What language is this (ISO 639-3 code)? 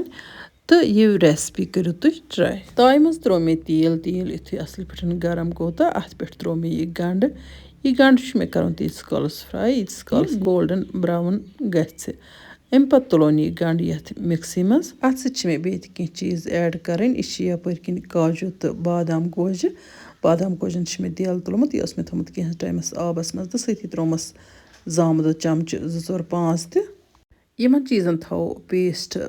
kas